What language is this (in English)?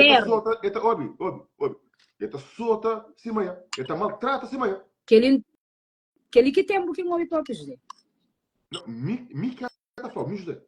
Kabuverdianu